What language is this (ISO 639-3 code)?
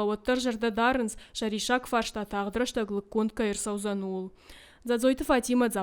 oss